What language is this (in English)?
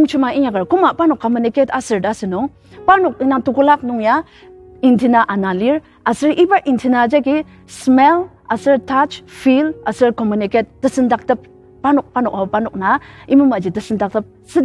Ao Naga